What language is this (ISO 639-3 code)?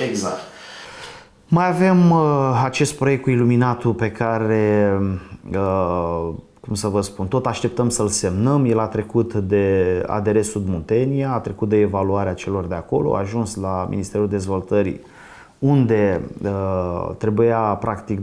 ron